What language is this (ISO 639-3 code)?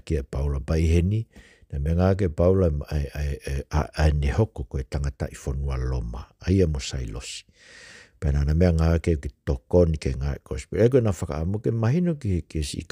ton